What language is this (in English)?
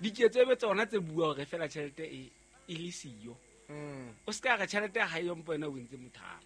Southern Sotho